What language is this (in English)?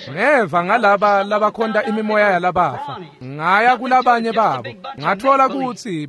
Swati